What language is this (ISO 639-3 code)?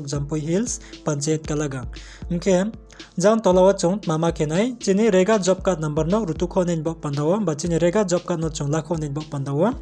ria